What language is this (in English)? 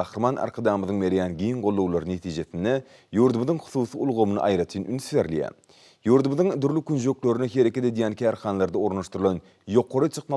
Turkmen